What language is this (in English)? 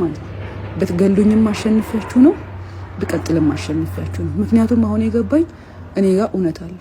Amharic